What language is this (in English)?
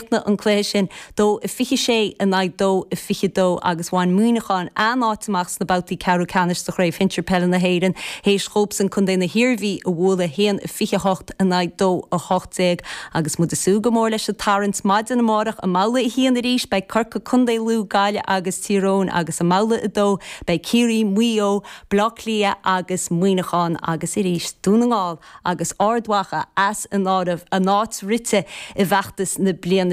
Irish